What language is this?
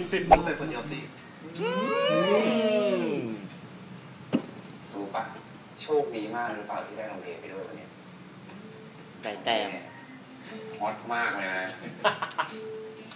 Thai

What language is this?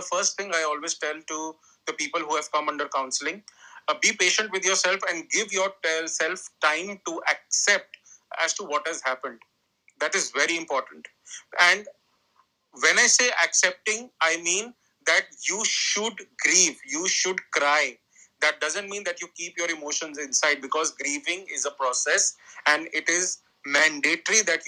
English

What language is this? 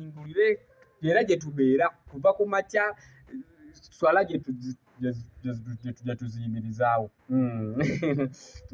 Ganda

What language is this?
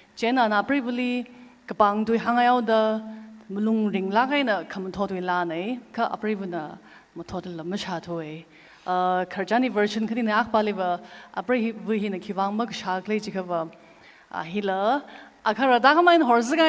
Tangkhul Naga (India)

